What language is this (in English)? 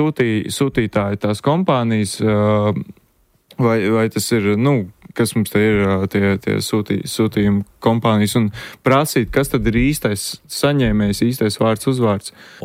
Latvian